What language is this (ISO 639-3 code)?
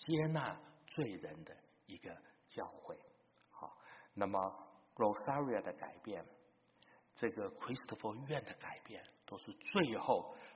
zho